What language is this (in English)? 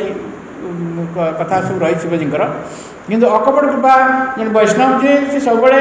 Odia